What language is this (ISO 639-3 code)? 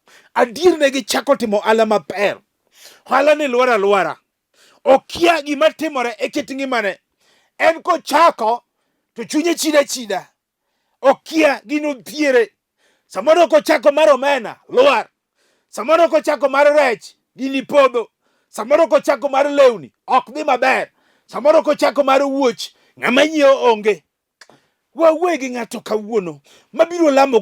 luo